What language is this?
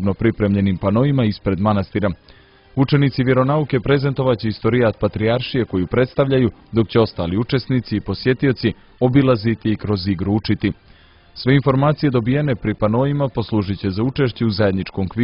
Serbian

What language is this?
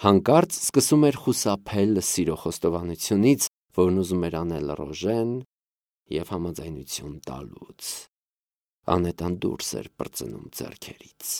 Armenian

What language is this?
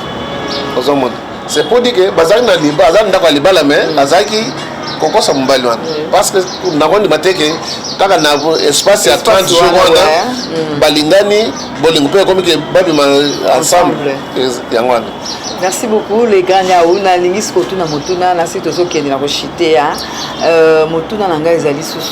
Lingala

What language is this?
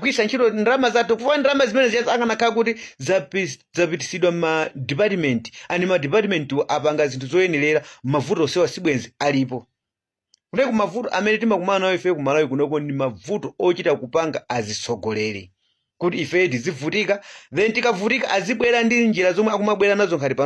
Nyanja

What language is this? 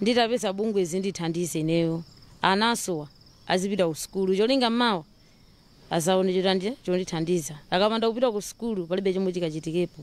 Nyanja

